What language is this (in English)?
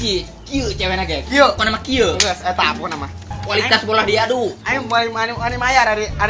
Sundanese